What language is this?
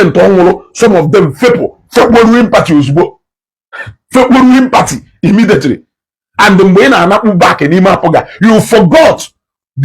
Igbo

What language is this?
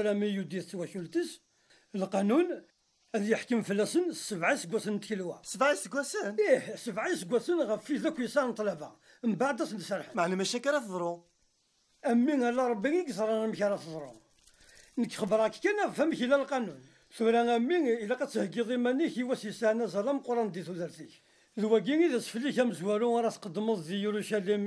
Kabyle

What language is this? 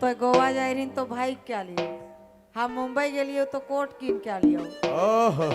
Sadri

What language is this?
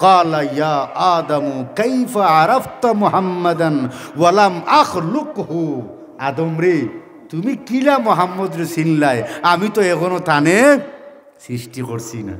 Sylheti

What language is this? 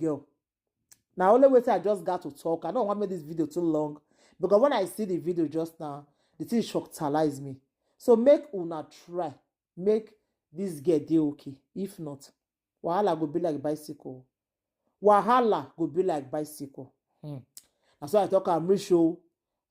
Nigerian Pidgin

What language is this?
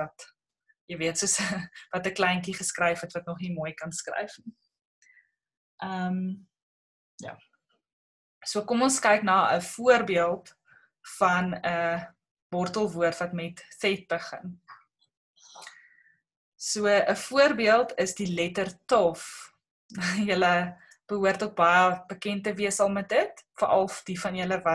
Afrikaans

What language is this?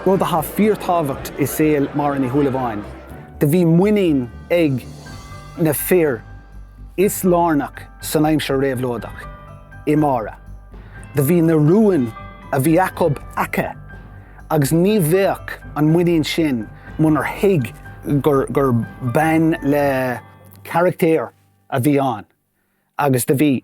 Irish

